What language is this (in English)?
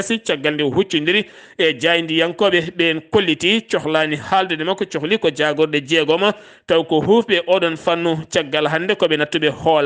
Fula